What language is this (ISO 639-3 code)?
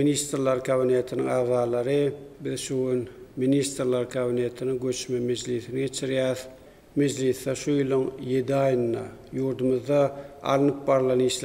tuk